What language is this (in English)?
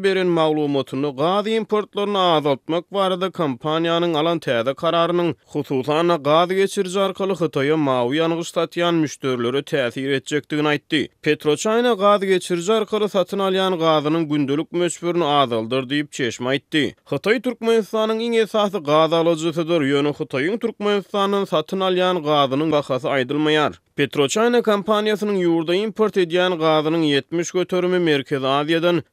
Turkmen